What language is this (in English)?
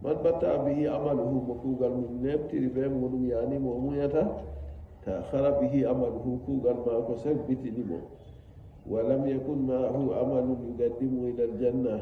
Nigerian Fulfulde